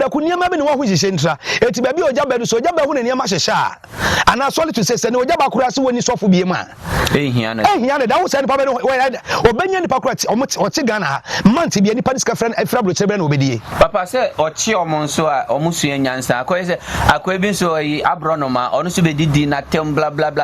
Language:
Akan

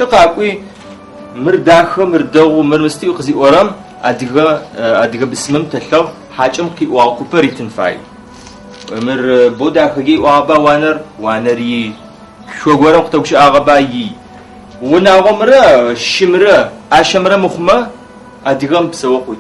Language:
Adyghe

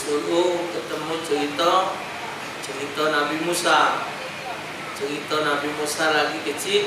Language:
Musi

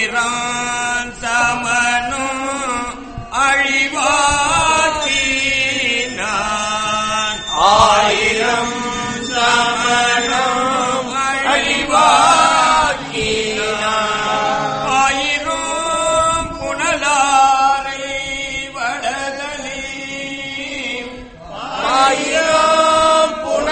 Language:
Tamil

